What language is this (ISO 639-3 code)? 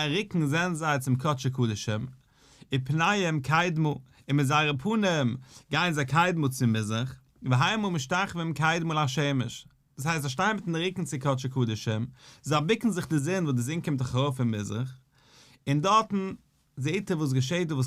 yid